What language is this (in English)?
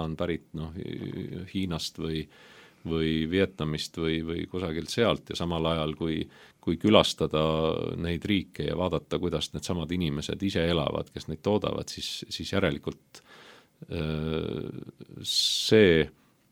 Estonian